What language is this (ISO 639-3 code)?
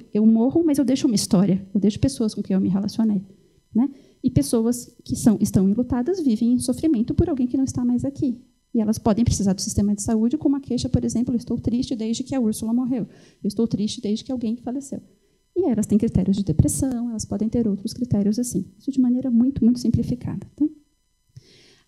por